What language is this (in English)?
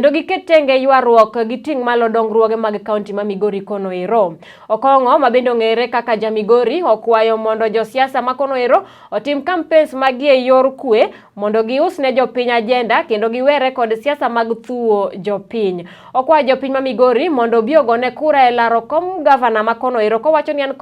Luo (Kenya and Tanzania)